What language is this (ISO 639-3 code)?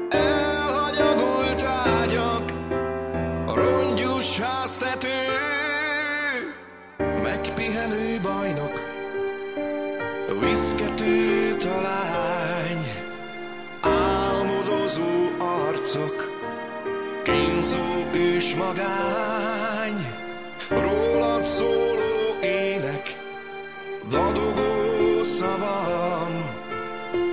hun